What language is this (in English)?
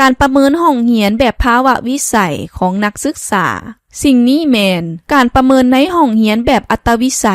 Lao